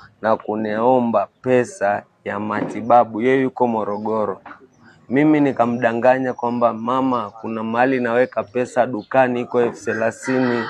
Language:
Swahili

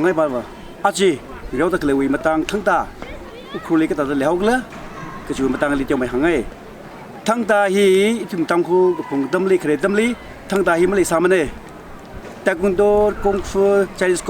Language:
Tangkhul Naga (India)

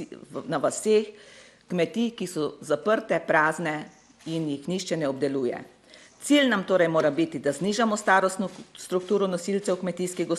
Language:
Slovenian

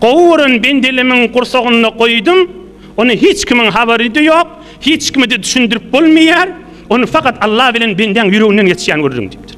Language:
Turkmen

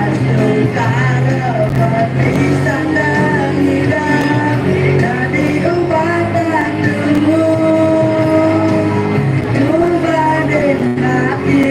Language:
Balinese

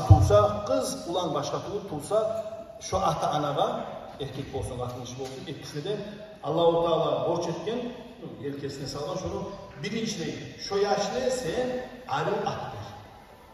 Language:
Kumyk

